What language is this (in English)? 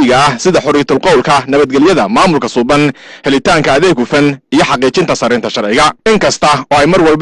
Somali